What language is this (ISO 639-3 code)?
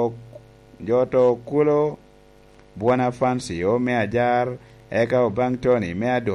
laj